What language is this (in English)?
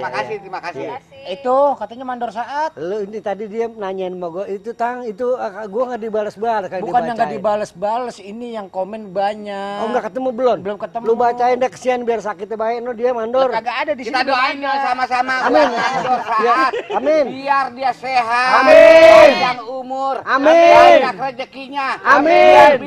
Betawi